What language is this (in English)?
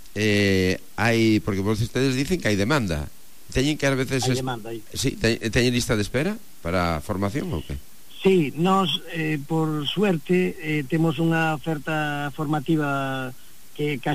Galician